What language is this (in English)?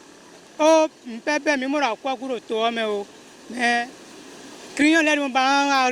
Fon